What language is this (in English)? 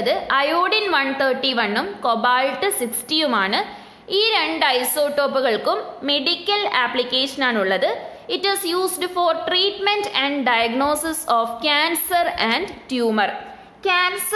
Malayalam